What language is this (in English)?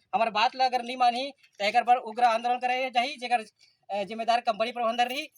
Chhattisgarhi